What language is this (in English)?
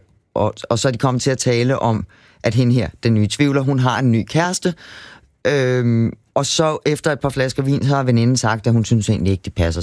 Danish